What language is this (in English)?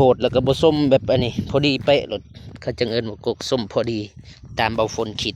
Lao